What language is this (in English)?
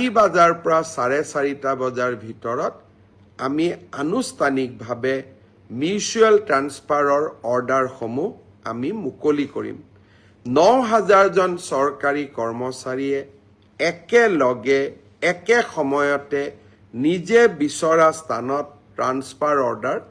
Assamese